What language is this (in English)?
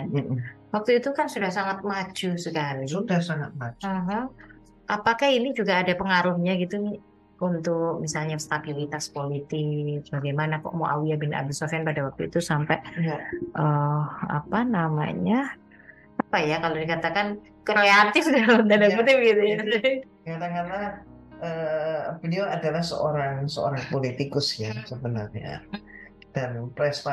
Indonesian